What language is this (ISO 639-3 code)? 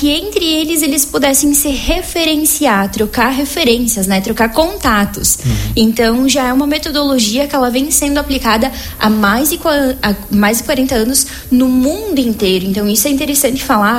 por